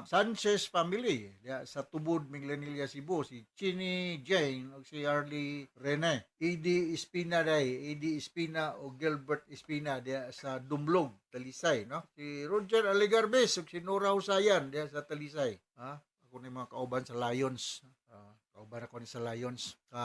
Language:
Cebuano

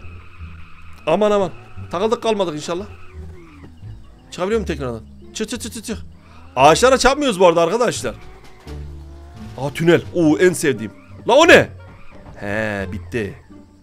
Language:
Turkish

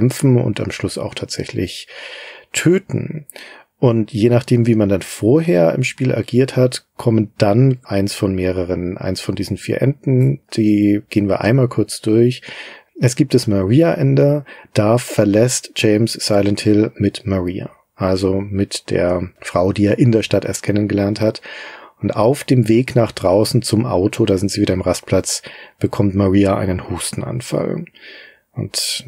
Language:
German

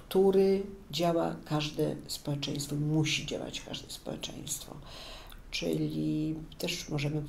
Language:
Polish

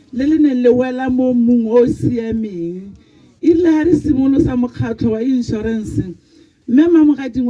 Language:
Tswana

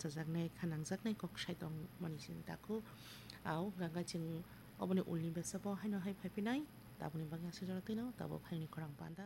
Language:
Kok Borok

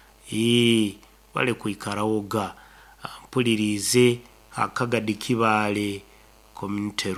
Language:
Nyoro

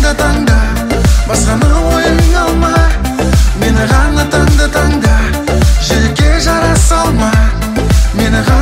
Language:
Kazakh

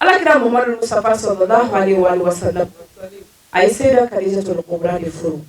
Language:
Bambara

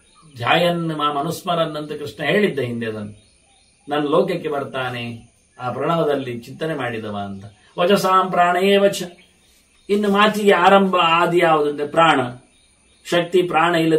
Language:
Kannada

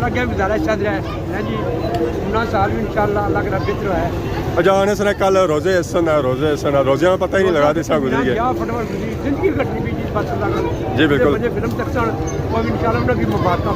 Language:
Pahari-Potwari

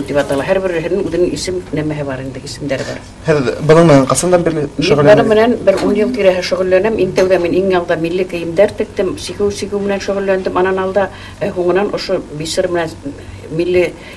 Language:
Bashkir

